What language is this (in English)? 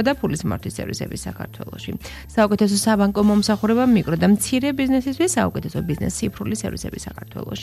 Georgian